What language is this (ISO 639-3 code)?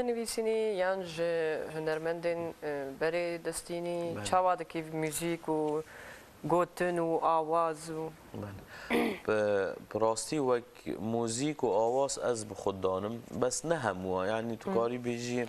kur